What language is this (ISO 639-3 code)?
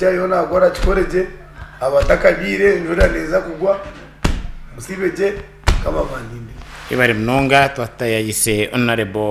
nyn